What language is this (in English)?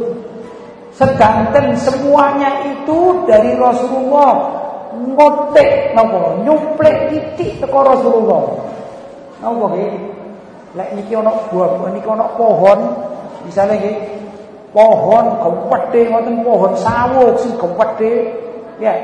Javanese